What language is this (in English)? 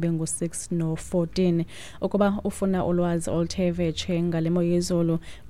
Xhosa